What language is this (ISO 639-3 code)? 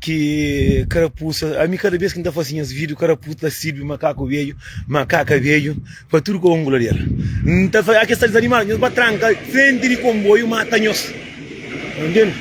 kea